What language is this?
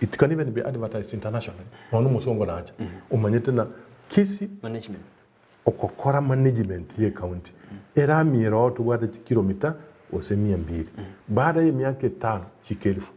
Gusii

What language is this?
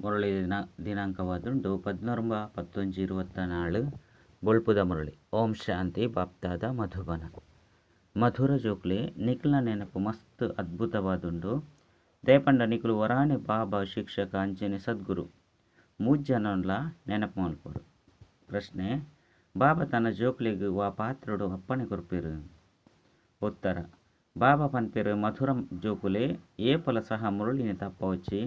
Tulu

